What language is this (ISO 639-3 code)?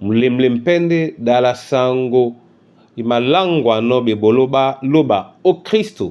dua